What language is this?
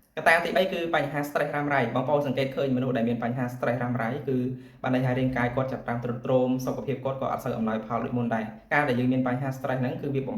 Khmer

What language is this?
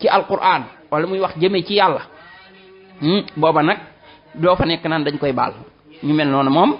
Wolof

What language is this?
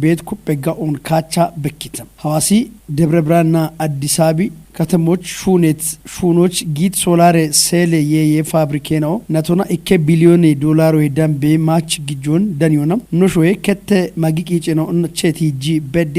Kafa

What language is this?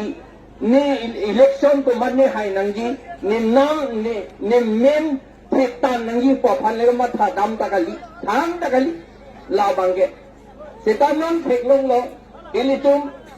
Karbi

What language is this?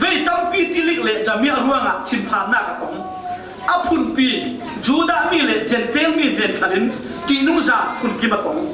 Falam Chin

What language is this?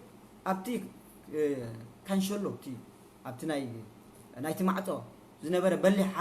Tigrinya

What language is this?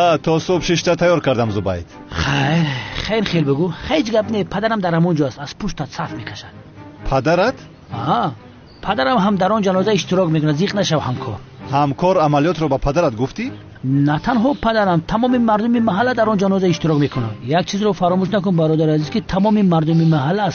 Tajik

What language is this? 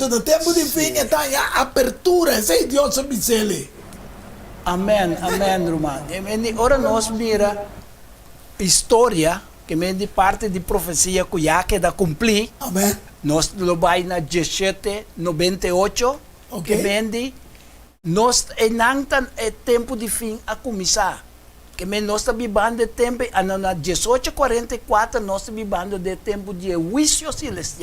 Papiamento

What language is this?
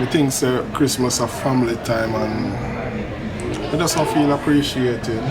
Jamaican Creole English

